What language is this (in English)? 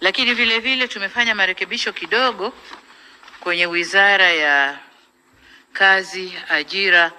Swahili